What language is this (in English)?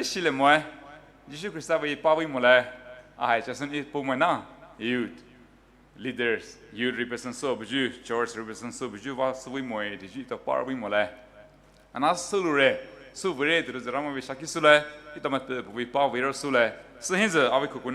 Poumei Naga